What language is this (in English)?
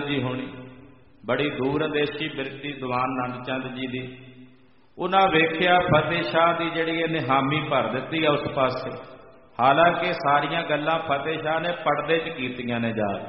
Punjabi